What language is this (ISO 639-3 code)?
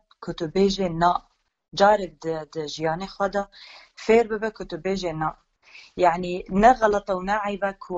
kur